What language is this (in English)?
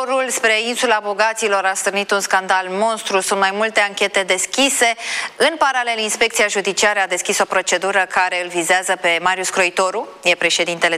Romanian